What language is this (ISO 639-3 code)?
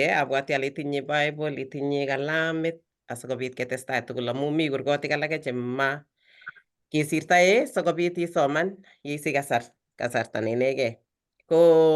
kln